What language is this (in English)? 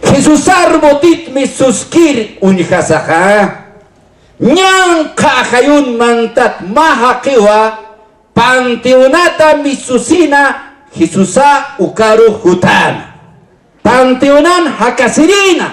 Aymara